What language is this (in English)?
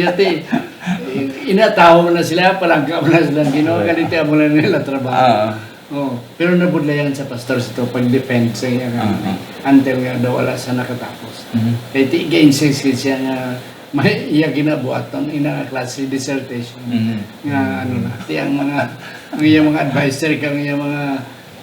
Hiligaynon